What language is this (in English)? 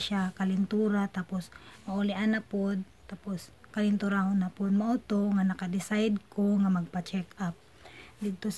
Cebuano